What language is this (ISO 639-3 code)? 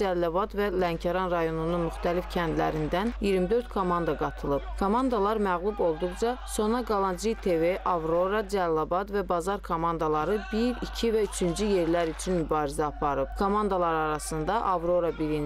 aze